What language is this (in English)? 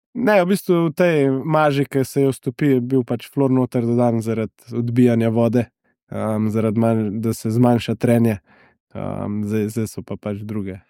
Slovenian